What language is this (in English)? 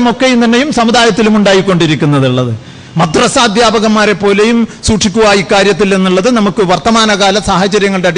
Malayalam